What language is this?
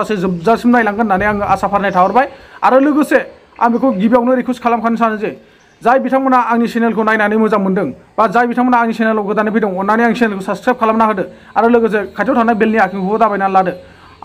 Bodo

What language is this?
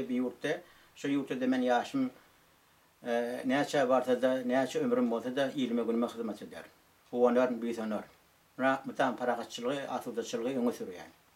Turkmen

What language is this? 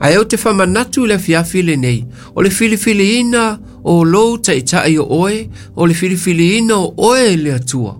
Samoan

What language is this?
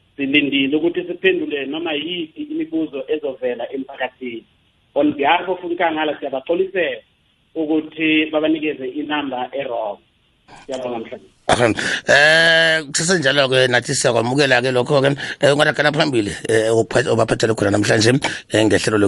South Ndebele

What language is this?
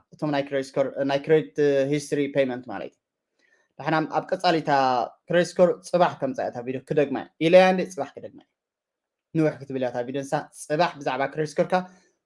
Tigrinya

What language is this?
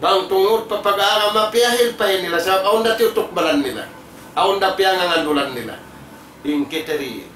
Tausug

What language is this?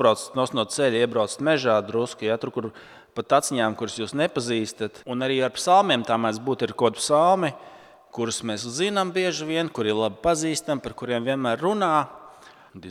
Latvian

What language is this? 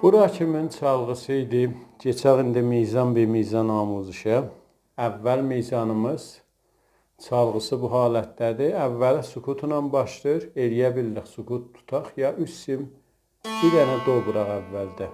South Azerbaijani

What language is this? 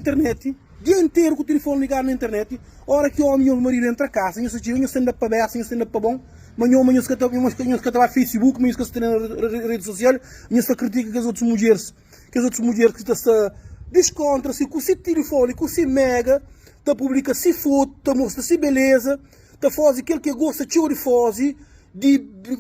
Kabuverdianu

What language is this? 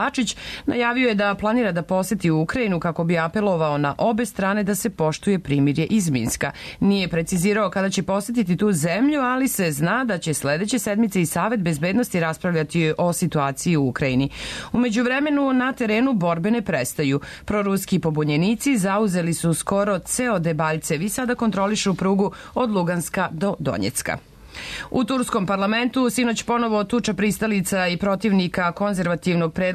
Serbian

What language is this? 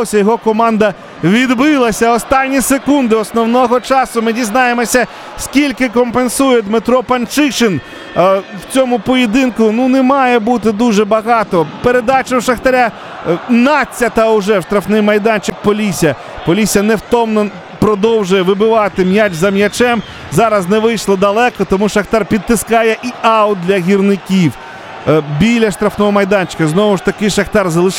Ukrainian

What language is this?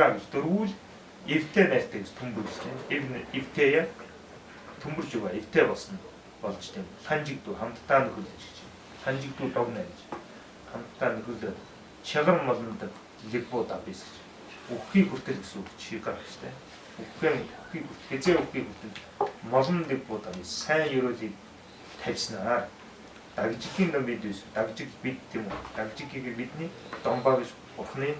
Mongolian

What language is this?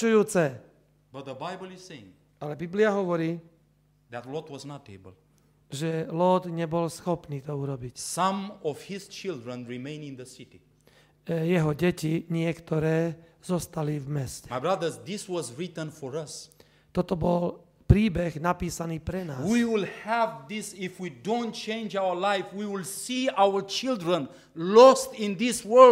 Slovak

